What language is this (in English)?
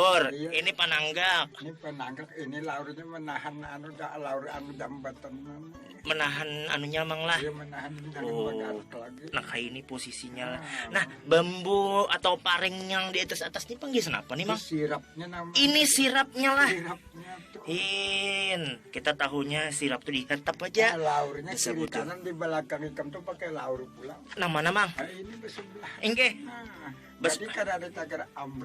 Banjar